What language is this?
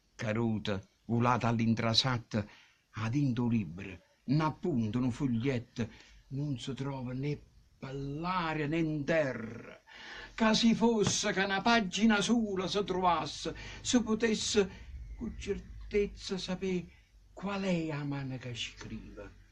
Neapolitan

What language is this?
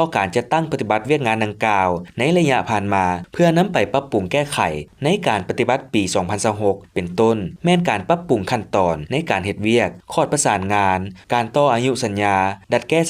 Lao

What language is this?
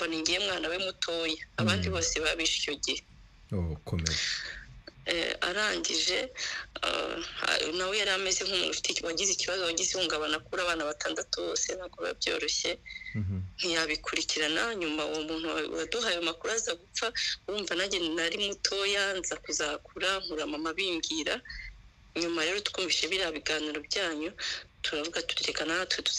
Kinyarwanda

